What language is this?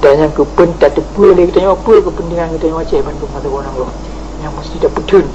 Achinese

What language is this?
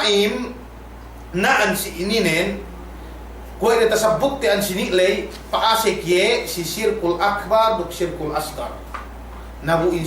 Yakan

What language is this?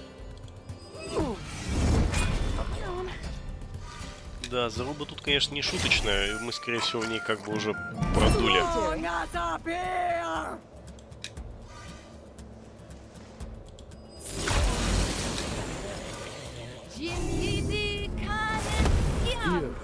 Russian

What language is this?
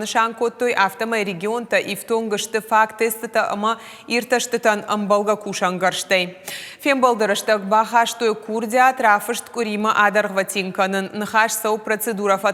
Ossetic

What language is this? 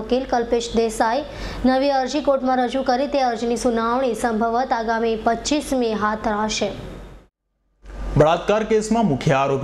Gujarati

